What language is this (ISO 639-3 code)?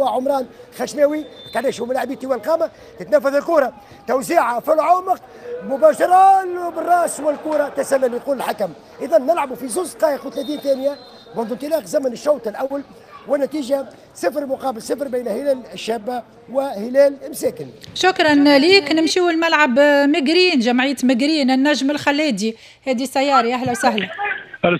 aeb